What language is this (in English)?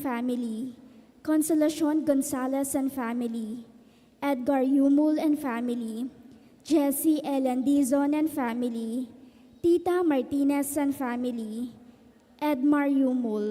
Pampanga